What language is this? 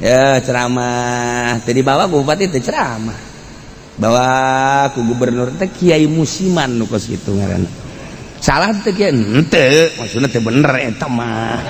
Sundanese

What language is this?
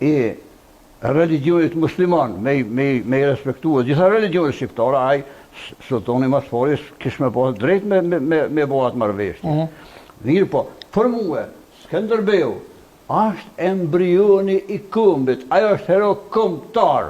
Albanian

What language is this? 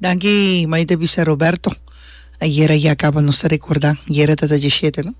Papiamento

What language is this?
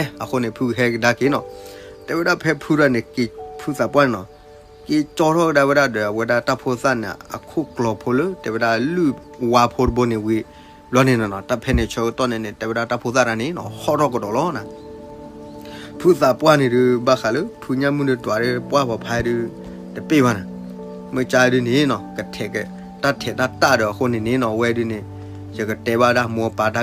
S'gaw Karen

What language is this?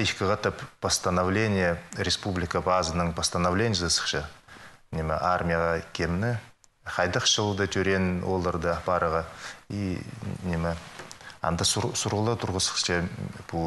Khakas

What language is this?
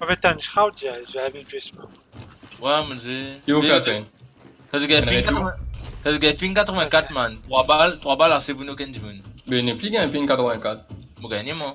Morisyen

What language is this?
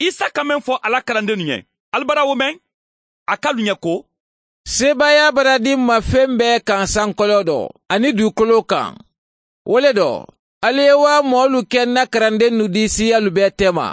Mandingo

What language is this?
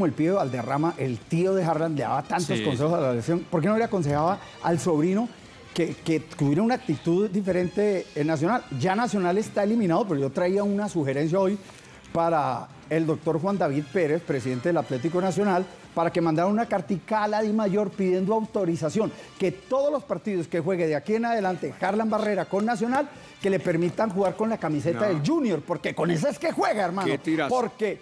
Spanish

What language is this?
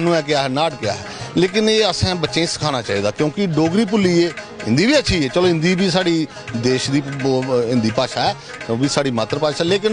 Dogri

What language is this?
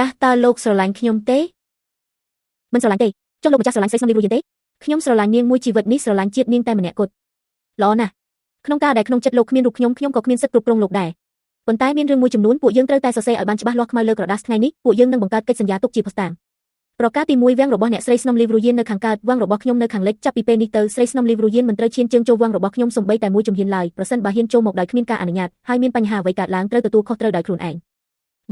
Khmer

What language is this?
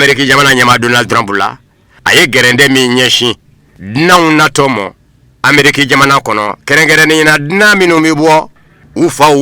Bambara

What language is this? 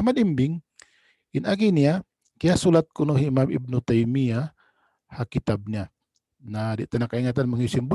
Tausug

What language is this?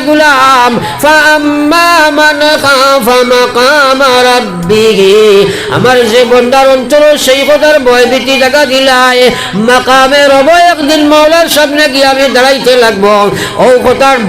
Sylheti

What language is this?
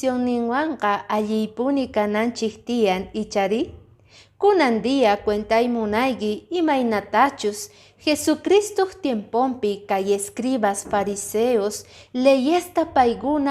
Quechua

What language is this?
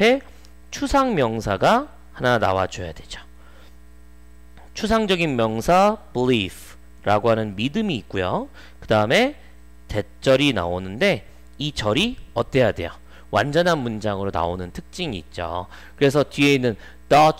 Korean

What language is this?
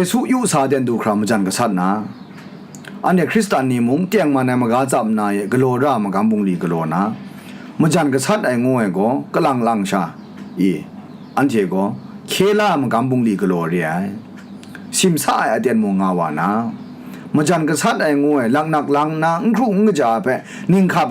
Kachin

